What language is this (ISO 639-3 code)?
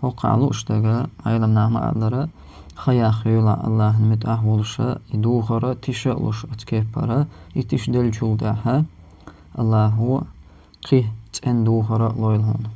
che